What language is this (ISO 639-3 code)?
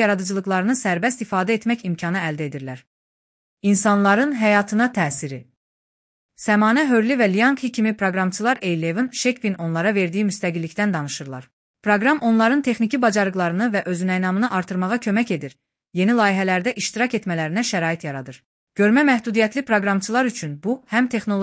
aze